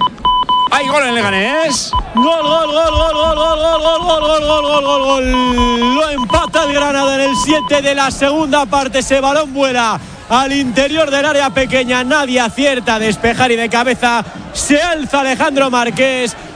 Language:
Spanish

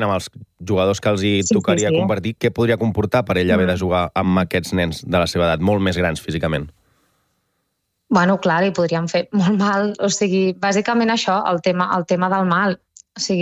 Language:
Catalan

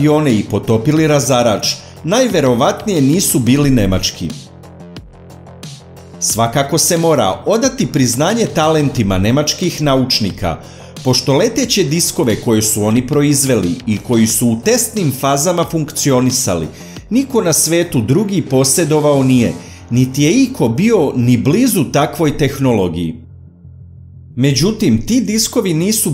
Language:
Serbian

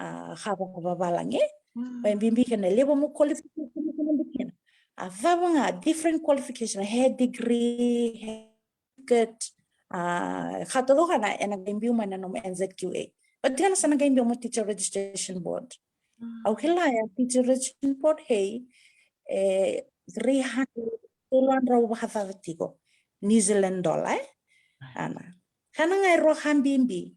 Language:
Fijian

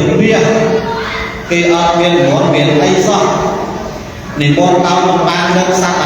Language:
Khmer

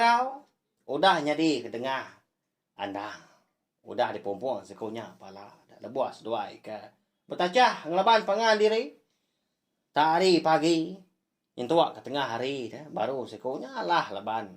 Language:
Iban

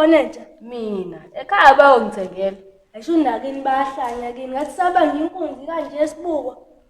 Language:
Zulu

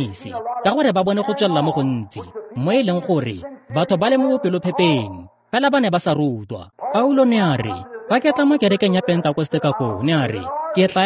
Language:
Tswana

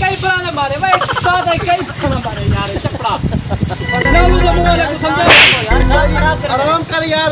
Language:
Saraiki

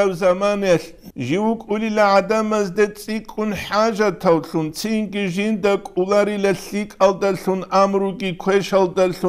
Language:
Avaric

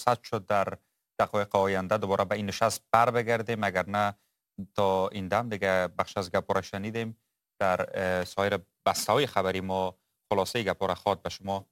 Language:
Persian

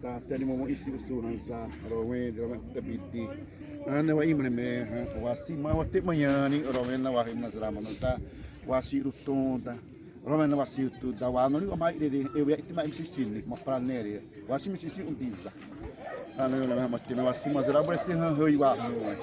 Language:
Xavánte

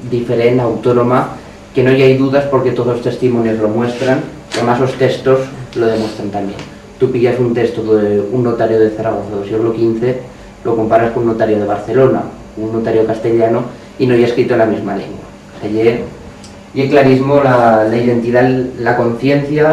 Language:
Aragonese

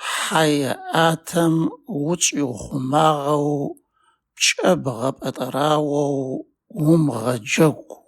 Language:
Adyghe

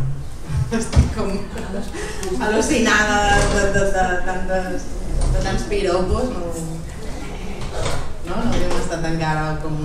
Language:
Catalan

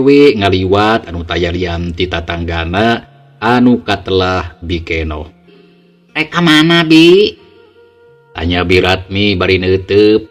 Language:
Sundanese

